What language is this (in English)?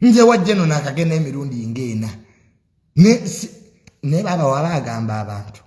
Ganda